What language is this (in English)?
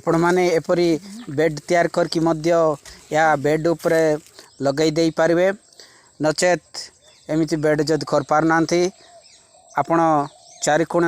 Odia